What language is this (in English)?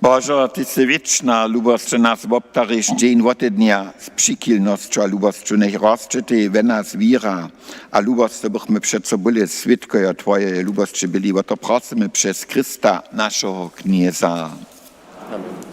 Upper Sorbian